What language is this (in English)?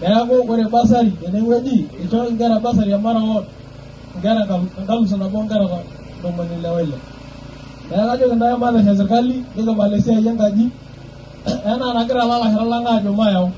Masai